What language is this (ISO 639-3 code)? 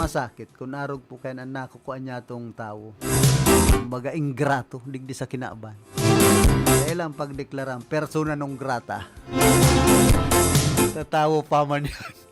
bik